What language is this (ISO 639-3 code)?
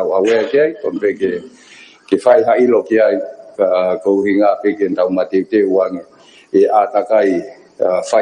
ton